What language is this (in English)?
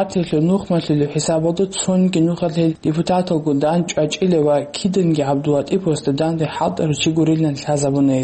Avaric